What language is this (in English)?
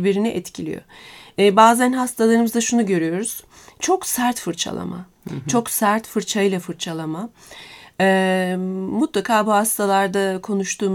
Turkish